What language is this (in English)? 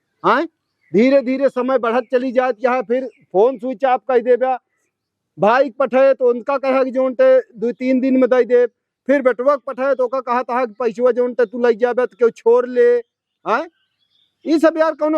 Awadhi